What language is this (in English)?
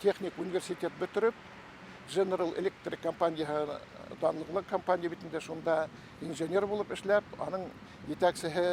Bashkir